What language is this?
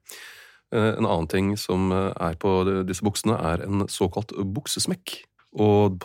Norwegian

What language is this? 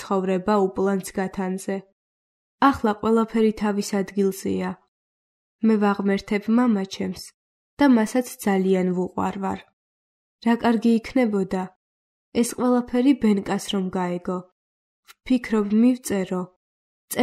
Georgian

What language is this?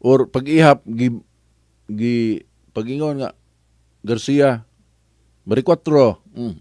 Cebuano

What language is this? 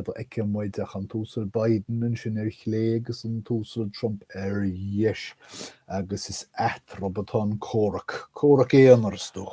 Irish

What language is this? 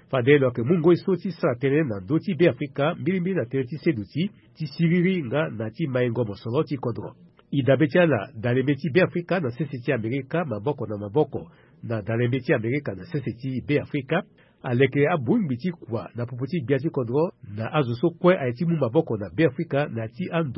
Sango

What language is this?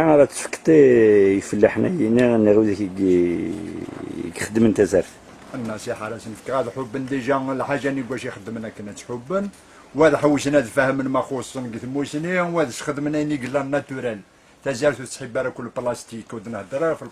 Kabyle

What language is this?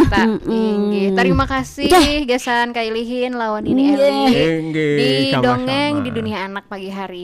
Banjar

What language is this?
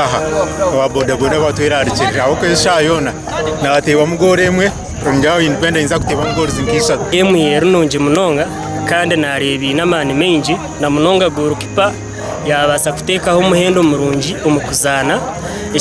Nyankole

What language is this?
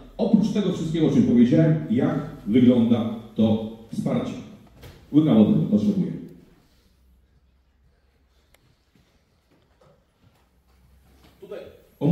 Polish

